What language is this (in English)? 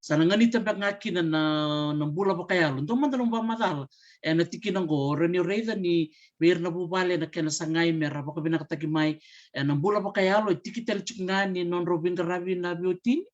Fijian